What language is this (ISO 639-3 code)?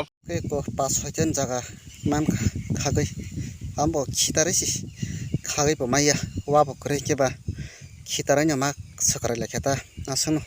trp